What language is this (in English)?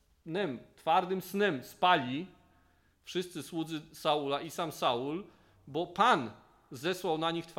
Polish